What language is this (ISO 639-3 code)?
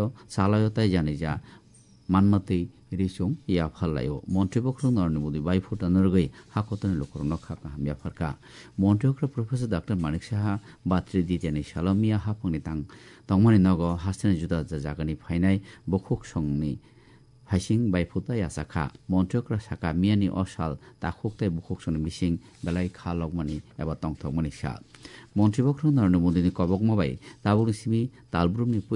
trp